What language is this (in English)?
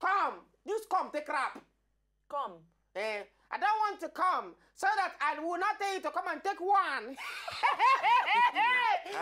Nigerian Pidgin